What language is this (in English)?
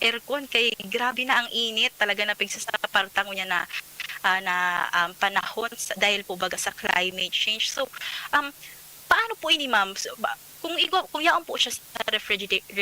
Bikol